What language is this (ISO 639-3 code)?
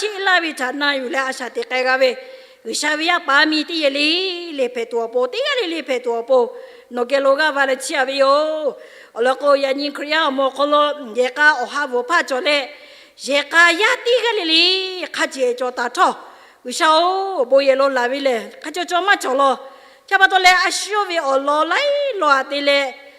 lhu